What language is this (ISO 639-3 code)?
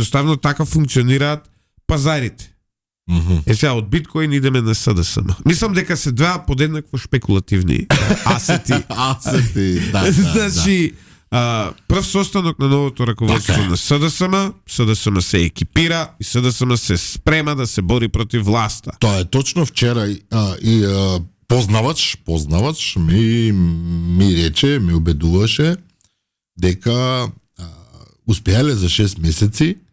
mkd